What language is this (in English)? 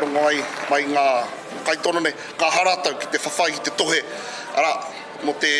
Māori